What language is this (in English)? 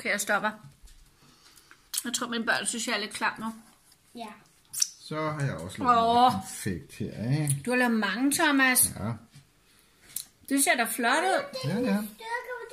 Danish